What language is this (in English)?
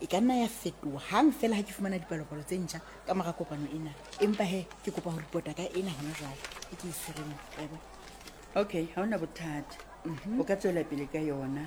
Southern Sotho